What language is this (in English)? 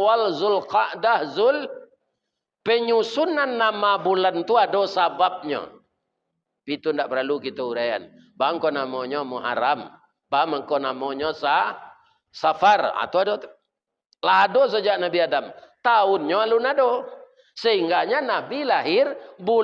Minangkabau